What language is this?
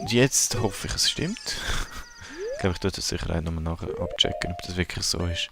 Swiss German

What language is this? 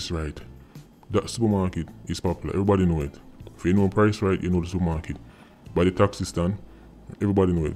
Jamaican Creole English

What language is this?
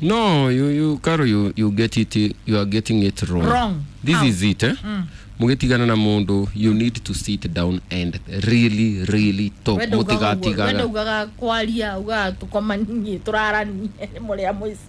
Kikuyu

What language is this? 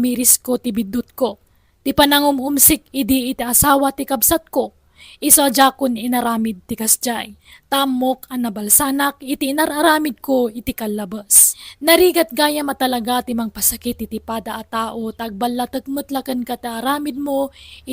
Iloko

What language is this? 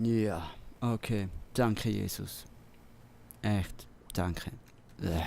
Swiss German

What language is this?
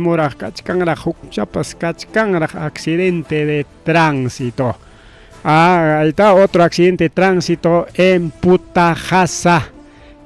Ayacucho Quechua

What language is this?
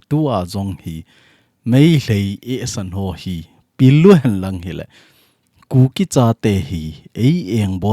Thado Chin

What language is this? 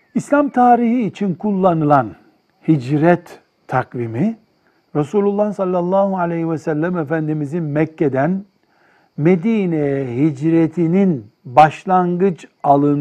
Turkish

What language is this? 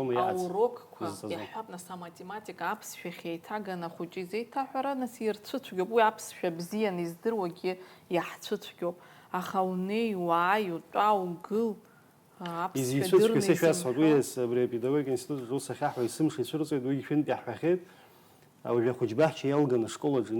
Abkhazian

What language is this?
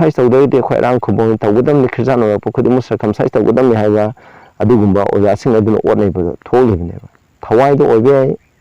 Manipuri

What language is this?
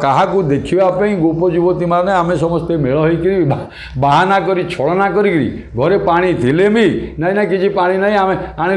Odia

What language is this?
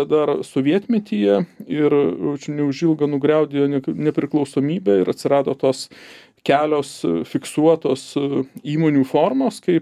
Lithuanian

